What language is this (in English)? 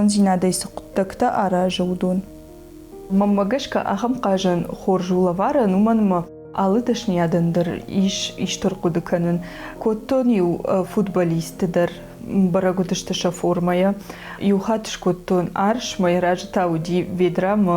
Ossetic